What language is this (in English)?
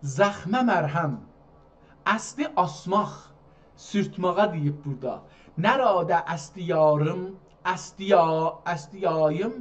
South Azerbaijani